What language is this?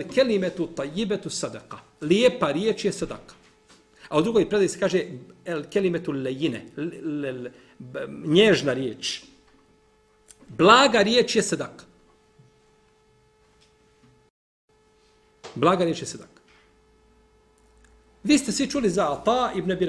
Bosnian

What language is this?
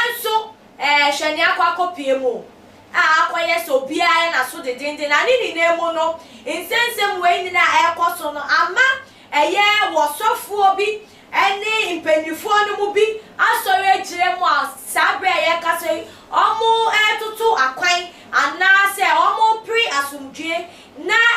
Akan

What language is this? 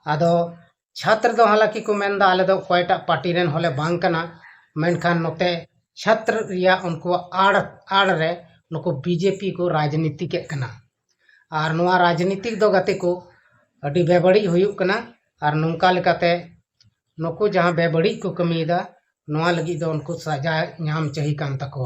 Santali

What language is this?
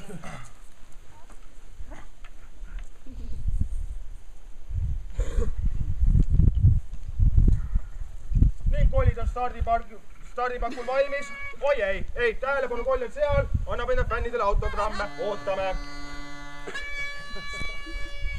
Estonian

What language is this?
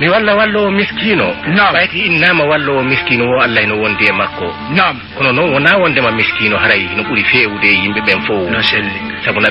Fula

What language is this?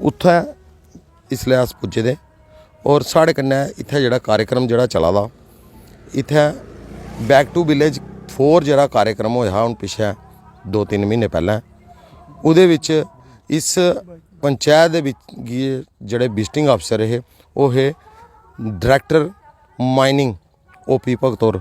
Dogri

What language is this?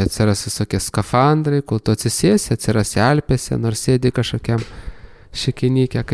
Lithuanian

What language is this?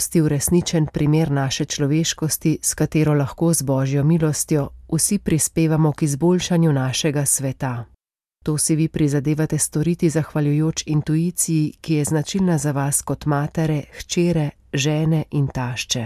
Slovenian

